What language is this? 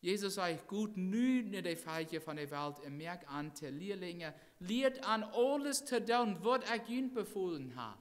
Plautdietsch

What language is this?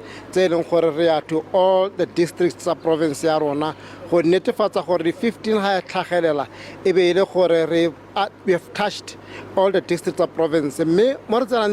Tswana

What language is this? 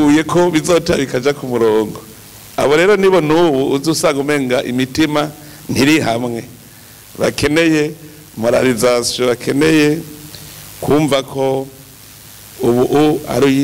Rundi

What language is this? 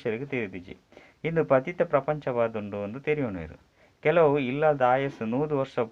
Tulu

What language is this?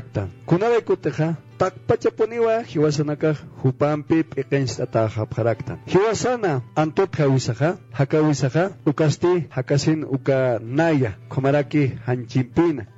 Aymara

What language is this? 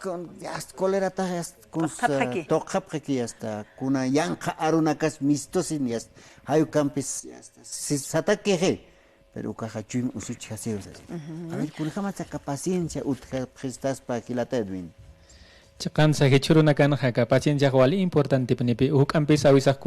Aymara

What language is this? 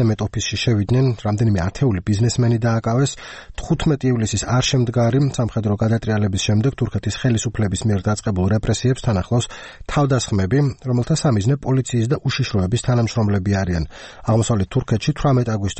Georgian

